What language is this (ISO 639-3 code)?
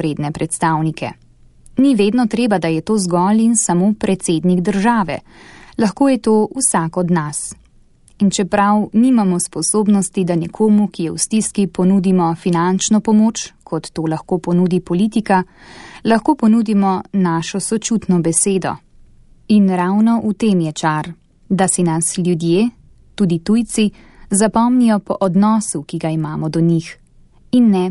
slv